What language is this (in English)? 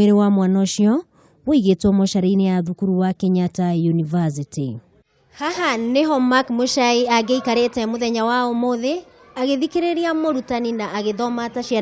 Kikuyu